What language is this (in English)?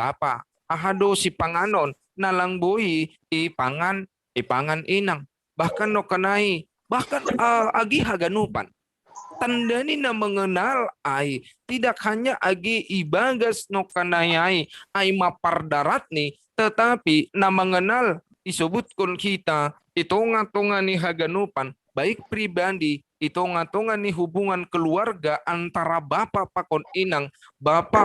Batak Simalungun